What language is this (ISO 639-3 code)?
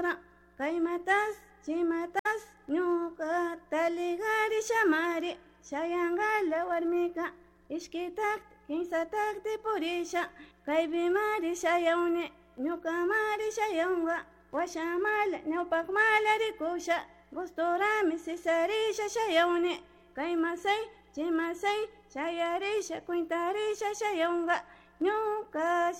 qug